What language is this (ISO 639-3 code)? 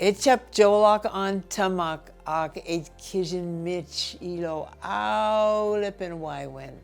mah